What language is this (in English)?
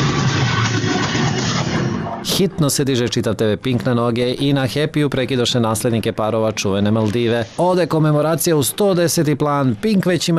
Serbian